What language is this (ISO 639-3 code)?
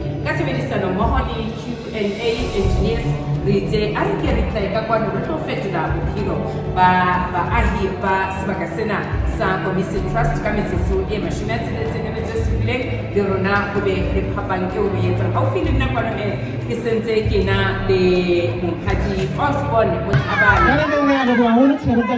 sot